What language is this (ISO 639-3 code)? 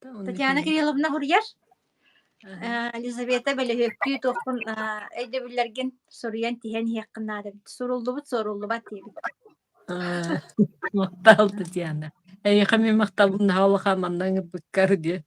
sah